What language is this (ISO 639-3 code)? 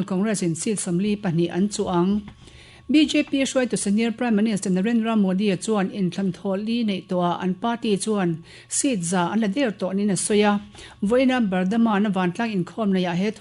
lus